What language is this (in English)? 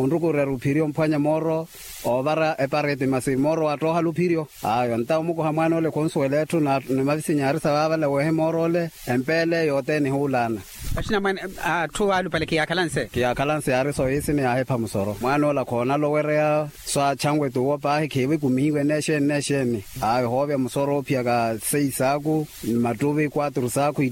Makhuwa